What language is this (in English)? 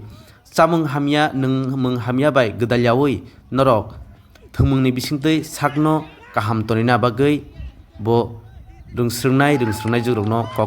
Kok Borok